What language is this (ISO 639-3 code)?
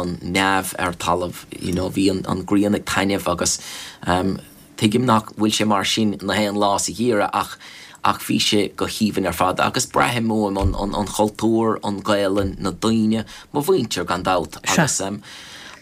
gle